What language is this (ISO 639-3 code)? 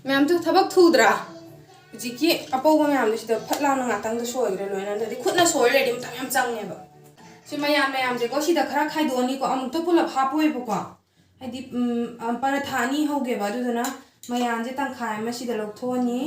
mni